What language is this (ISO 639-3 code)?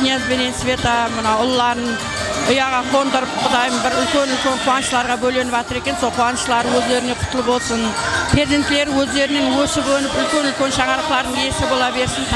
kaa